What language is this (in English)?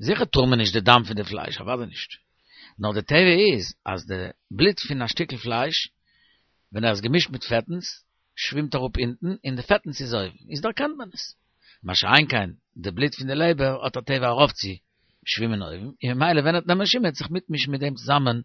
Yiddish